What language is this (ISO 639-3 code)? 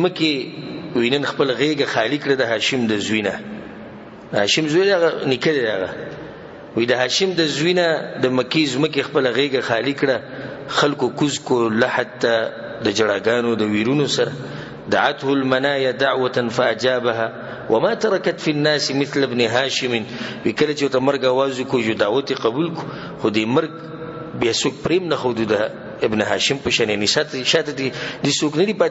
pus